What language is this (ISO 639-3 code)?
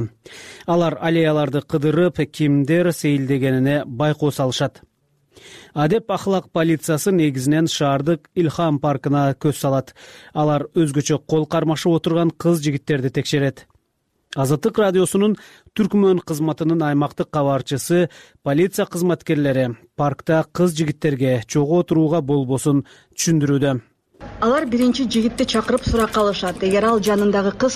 kir